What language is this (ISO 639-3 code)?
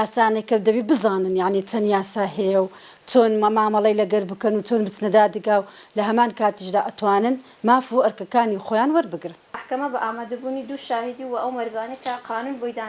ckb